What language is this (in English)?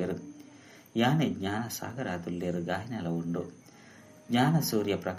Tulu